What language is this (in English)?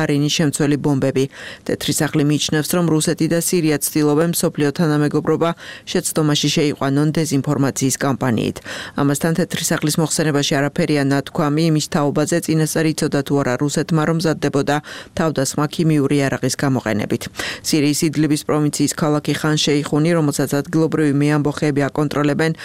Georgian